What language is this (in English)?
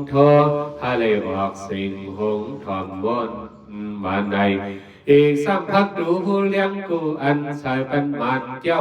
Shan